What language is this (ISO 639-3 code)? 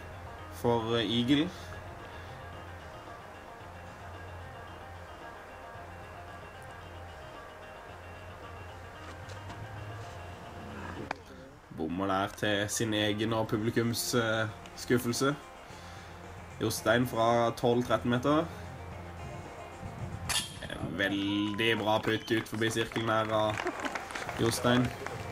nor